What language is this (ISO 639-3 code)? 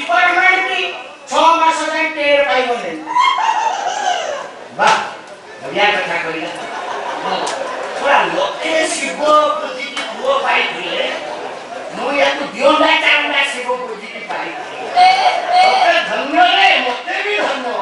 ori